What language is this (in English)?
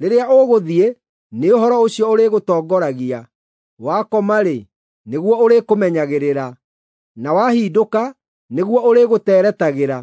Kikuyu